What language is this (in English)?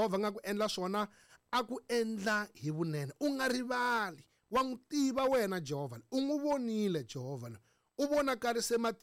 Tsonga